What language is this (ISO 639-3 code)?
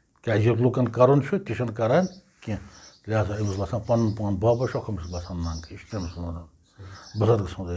kas